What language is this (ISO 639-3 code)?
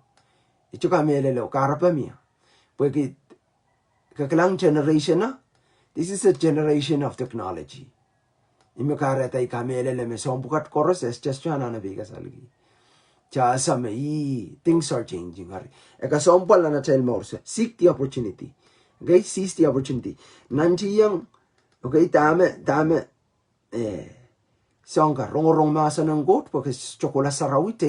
pon